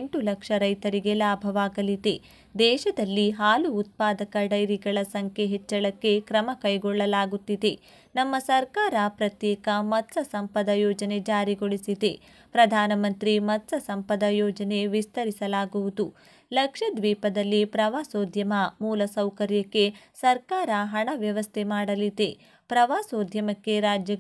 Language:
Kannada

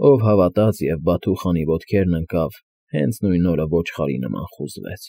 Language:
Armenian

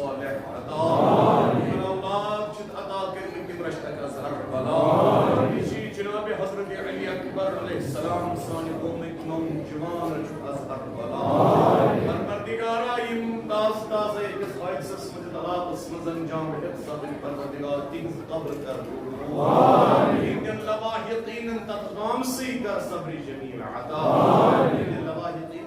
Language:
Kashmiri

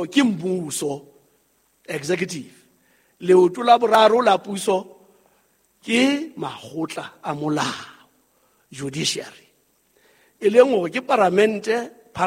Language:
Southern Sotho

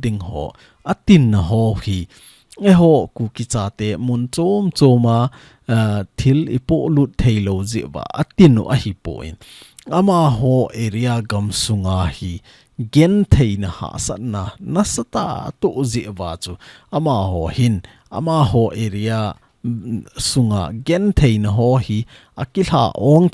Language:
Thado Chin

